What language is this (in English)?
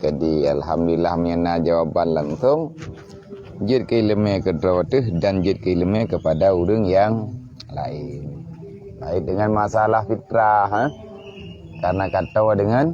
Achinese